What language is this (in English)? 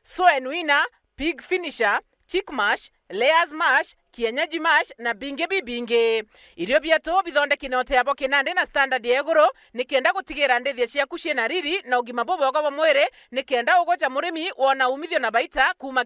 Meru